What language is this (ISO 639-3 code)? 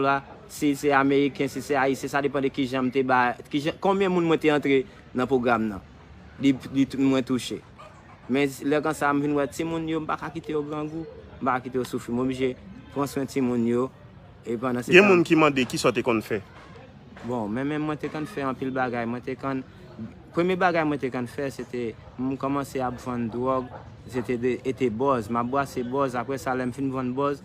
hat